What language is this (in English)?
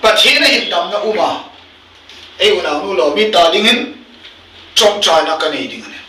Hmar